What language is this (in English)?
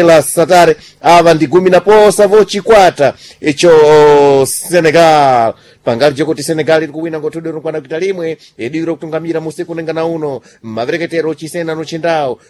Sena